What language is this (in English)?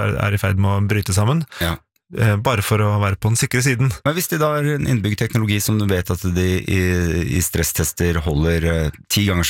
Norwegian